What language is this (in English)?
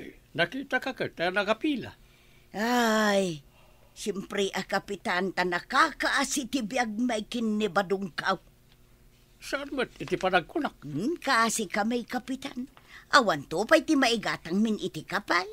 Iloko